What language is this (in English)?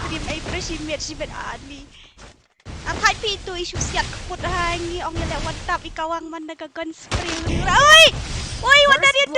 Khasi